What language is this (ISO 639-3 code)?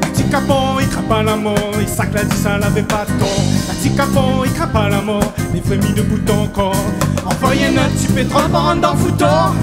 rcf